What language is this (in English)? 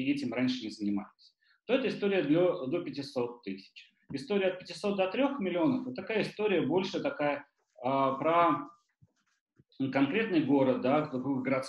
Russian